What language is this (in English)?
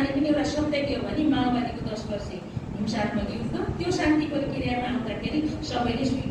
Nepali